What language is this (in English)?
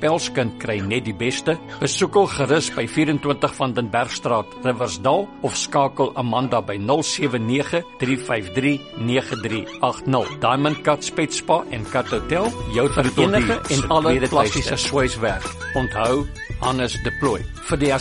Afrikaans